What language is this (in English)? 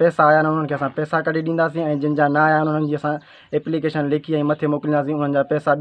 Sindhi